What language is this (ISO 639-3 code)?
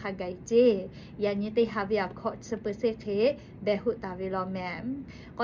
lhu